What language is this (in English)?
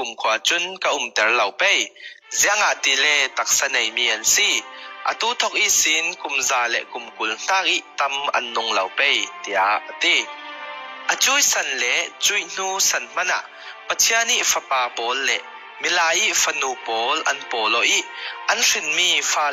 Falam Chin